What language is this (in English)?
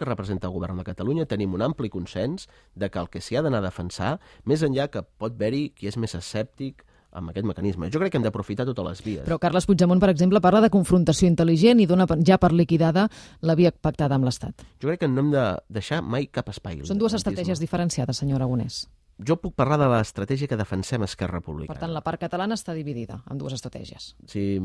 Catalan